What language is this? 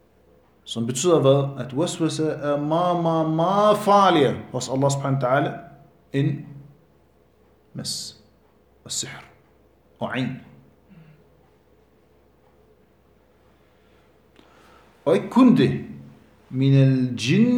Danish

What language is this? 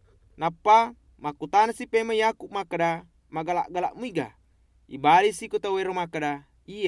Buginese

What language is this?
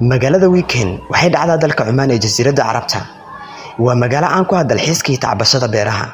Somali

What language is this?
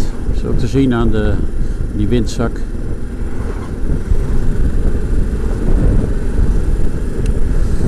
Dutch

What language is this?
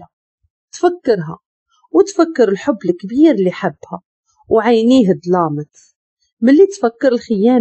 Moroccan Arabic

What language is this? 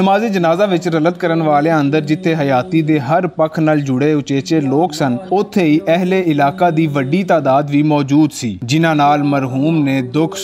Western Panjabi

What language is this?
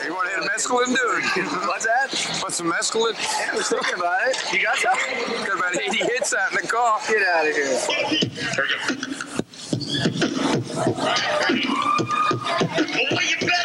English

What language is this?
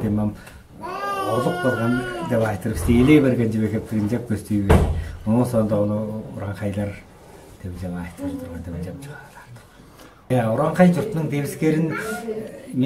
Tuvinian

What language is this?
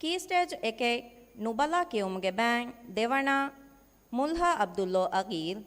Divehi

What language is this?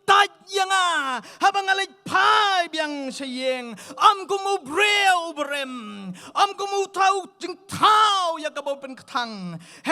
Khasi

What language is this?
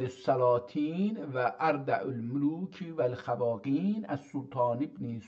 South Azerbaijani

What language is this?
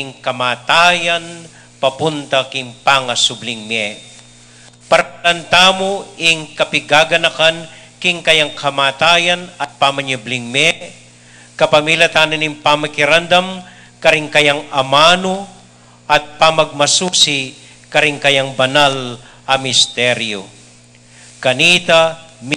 Pampanga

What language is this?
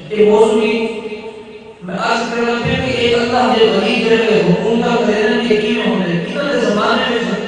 Saraiki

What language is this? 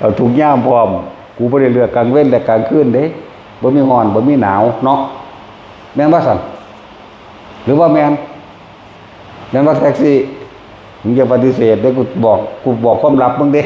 Northeastern Thai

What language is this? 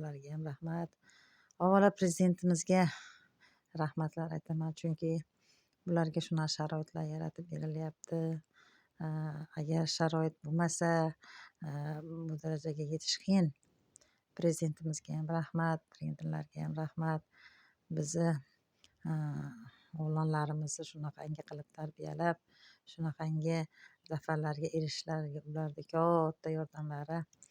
Uzbek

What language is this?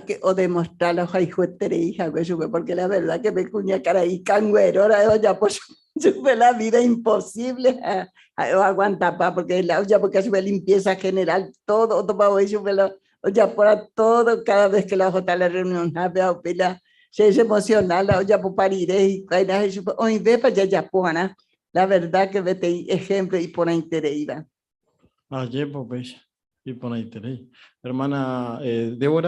Guarani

